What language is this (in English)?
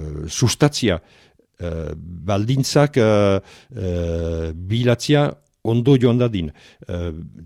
Basque